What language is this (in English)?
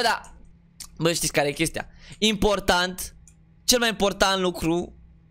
Romanian